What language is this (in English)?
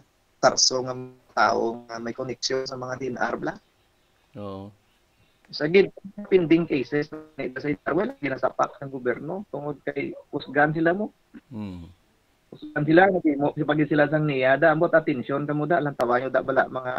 Hiligaynon